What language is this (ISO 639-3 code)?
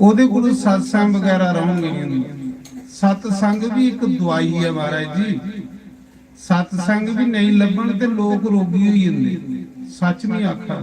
doi